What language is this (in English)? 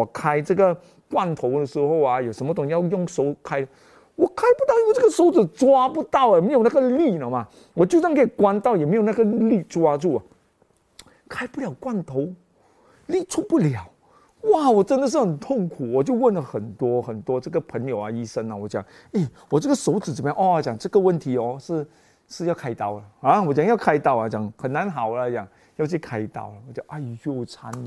Chinese